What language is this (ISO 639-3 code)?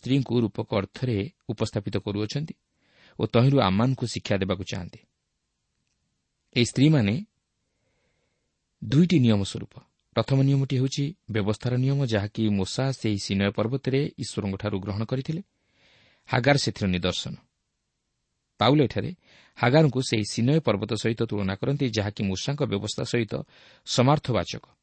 ori